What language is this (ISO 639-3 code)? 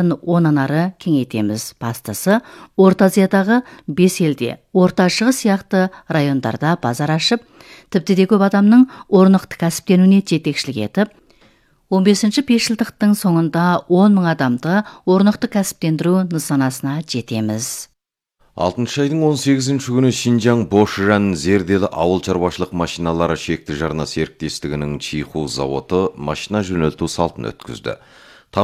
kaz